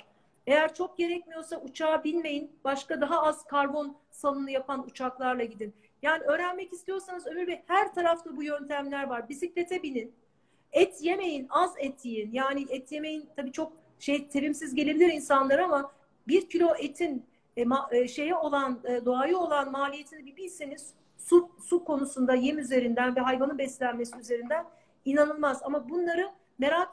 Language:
Turkish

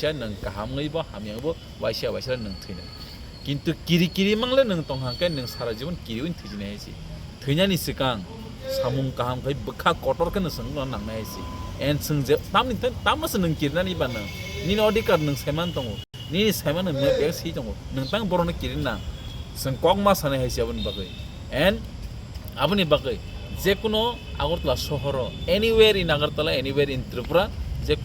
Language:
Kok Borok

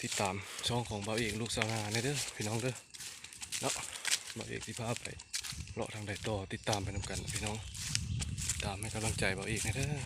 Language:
Lao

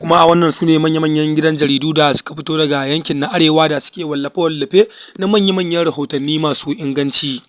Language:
Hausa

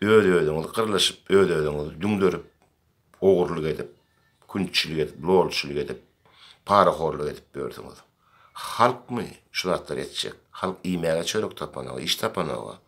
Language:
Turkmen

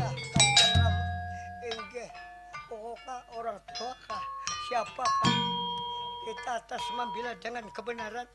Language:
Banjar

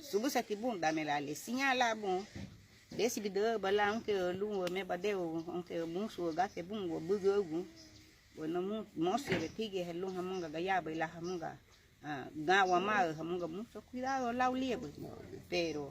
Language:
Garifuna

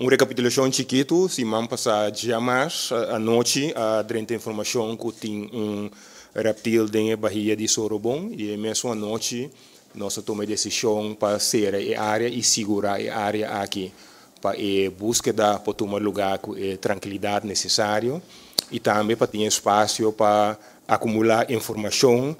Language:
Papiamento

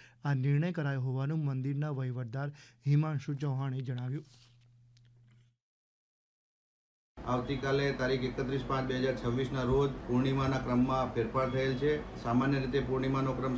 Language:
Gujarati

